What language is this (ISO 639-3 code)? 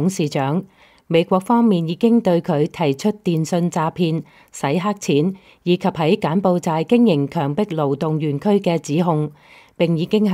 yue